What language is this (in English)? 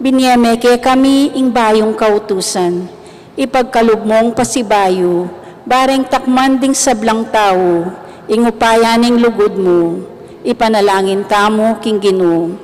Pampanga